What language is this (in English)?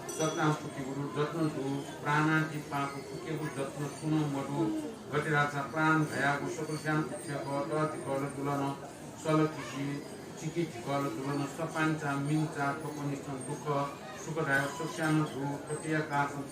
Newari